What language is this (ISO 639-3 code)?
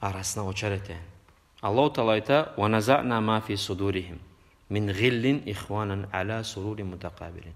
kum